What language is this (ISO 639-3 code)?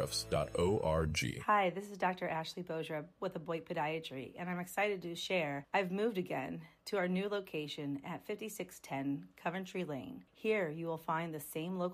eng